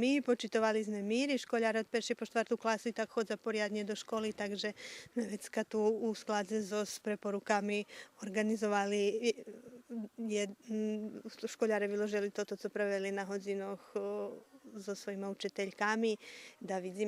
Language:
Rusyn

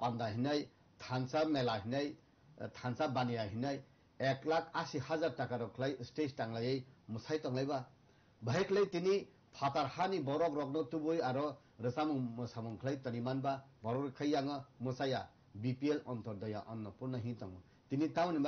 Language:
Kok Borok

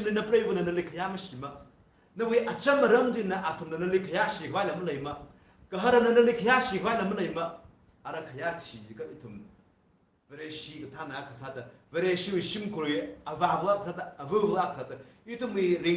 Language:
Tangkhul Naga (India)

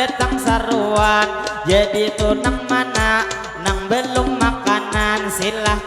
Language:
Banjar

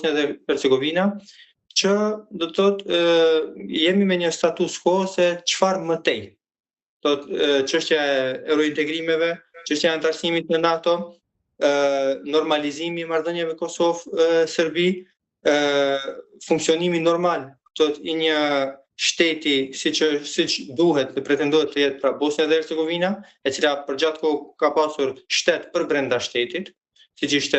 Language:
Albanian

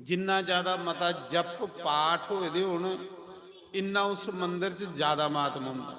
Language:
Dogri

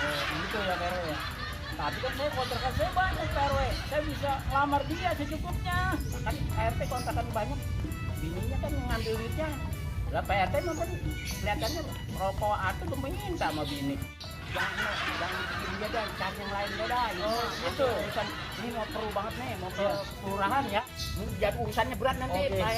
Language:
Betawi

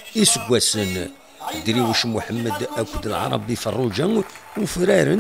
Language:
Kabyle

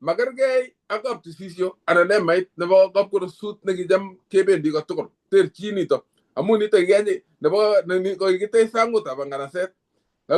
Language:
Kalenjin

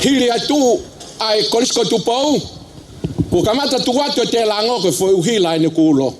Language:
Tongan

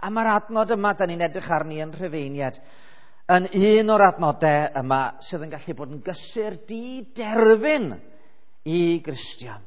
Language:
Welsh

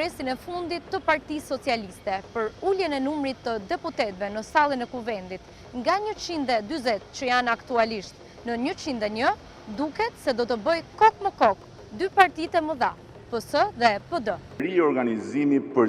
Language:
Albanian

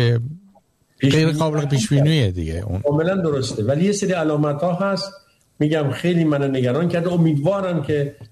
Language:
Persian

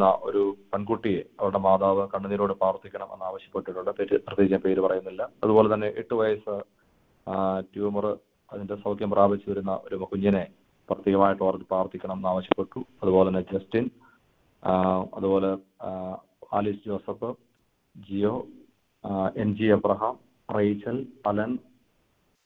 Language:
Malayalam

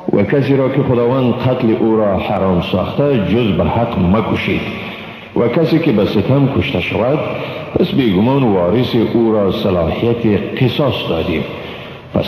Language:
Persian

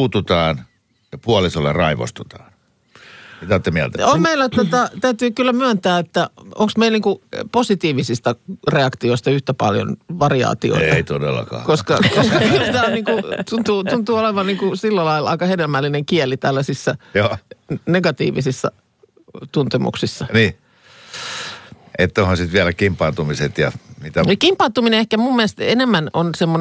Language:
Finnish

